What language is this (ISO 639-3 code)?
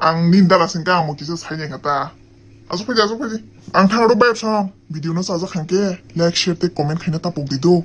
trp